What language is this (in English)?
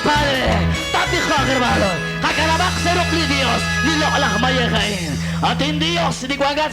Kekchí